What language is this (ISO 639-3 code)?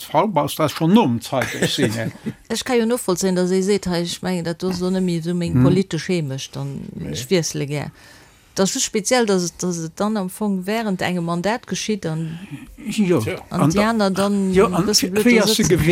ltz